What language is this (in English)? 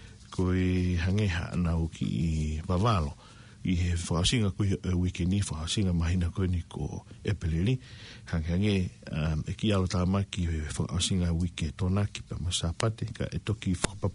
Tongan